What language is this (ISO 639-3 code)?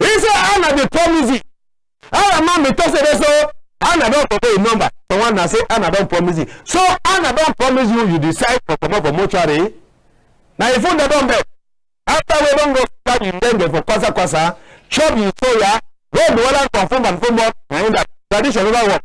wes